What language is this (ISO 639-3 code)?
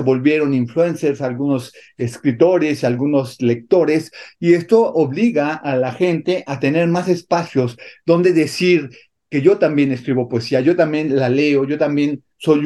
spa